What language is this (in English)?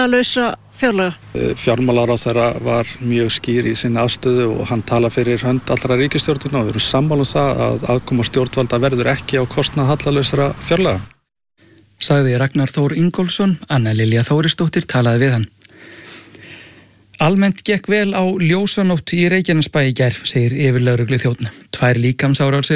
Icelandic